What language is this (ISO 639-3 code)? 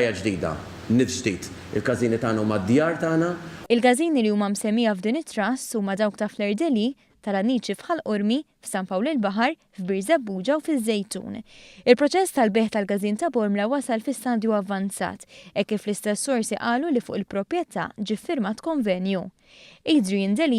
mlt